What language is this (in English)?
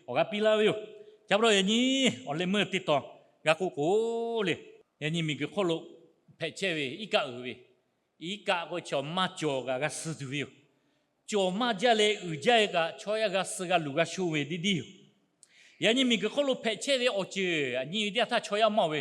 Lahu